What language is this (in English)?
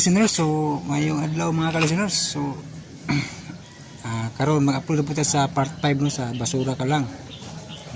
Cebuano